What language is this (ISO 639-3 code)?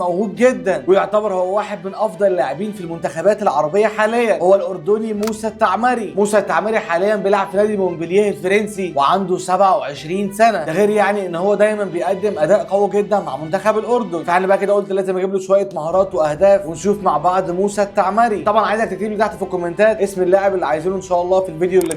arz